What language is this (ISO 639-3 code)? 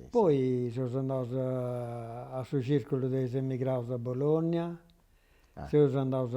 srd